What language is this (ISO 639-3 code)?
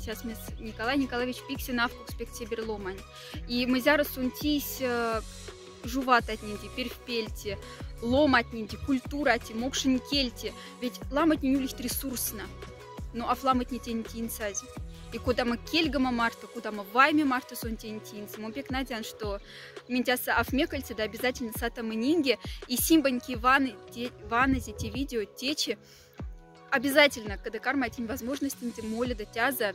mdf